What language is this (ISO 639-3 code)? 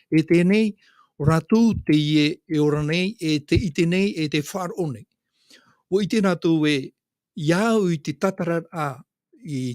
tah